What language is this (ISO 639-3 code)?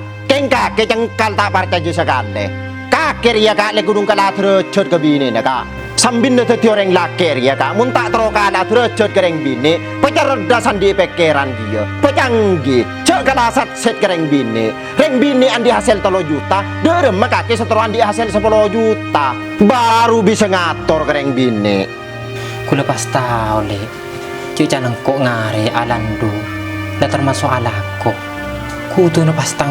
mad